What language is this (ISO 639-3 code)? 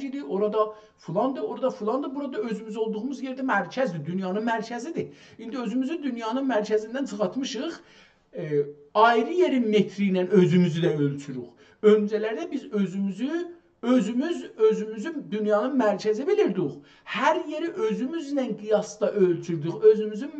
azb